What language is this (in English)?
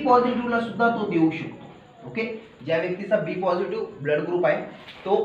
Marathi